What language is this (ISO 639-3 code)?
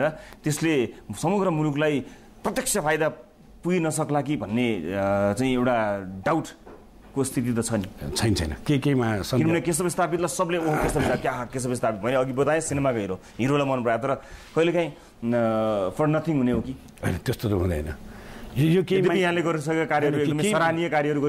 nep